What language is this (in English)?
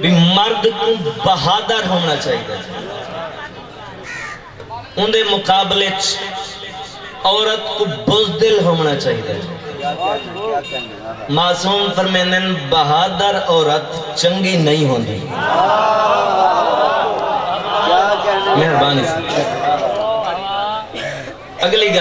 Saraiki